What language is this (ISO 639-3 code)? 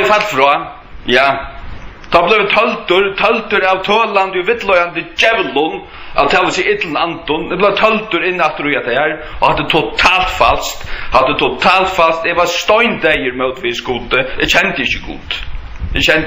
fao